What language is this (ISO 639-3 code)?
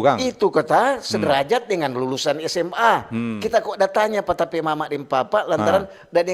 xmm